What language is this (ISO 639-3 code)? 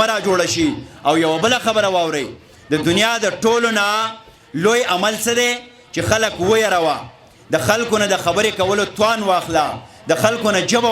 pus